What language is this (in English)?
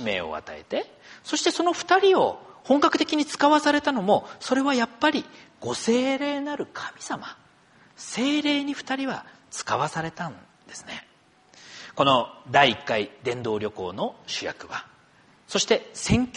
Japanese